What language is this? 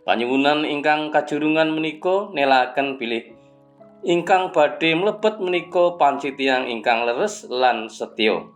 Javanese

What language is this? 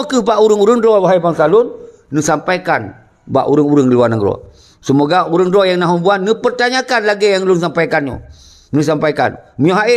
Achinese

